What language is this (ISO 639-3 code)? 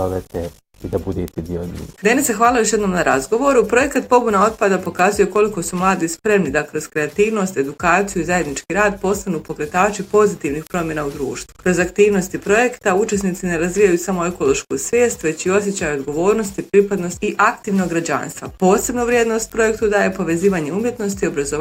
bos